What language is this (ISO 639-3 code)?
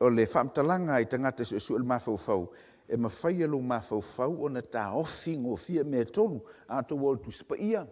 smo